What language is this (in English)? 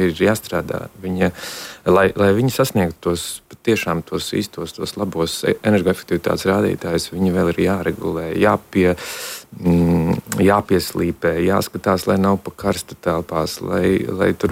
Latvian